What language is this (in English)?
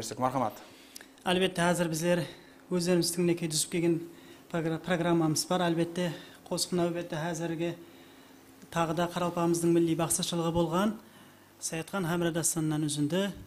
Kara-Kalpak